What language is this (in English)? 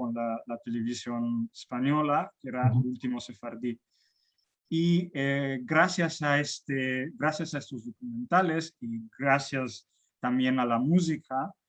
Ladino